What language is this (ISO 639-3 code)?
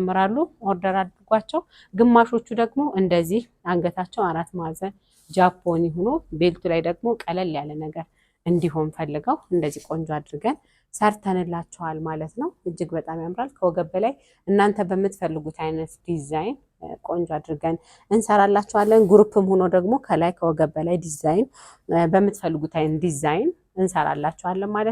amh